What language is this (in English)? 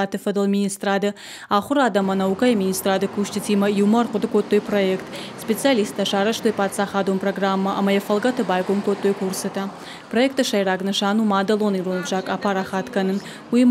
Ossetic